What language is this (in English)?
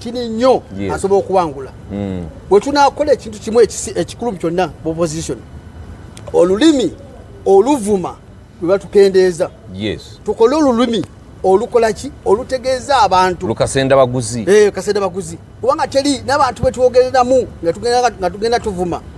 Ganda